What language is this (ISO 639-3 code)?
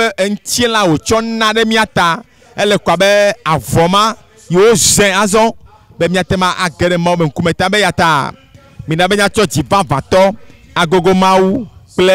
ewe